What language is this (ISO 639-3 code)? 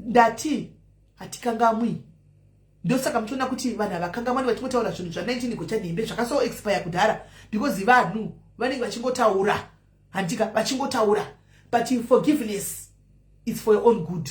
sna